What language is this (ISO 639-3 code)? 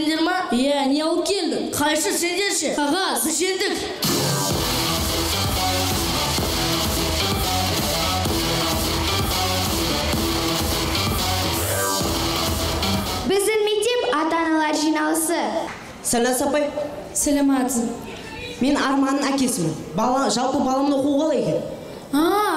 kaz